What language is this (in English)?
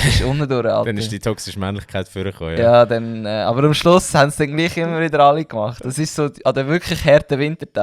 Swiss German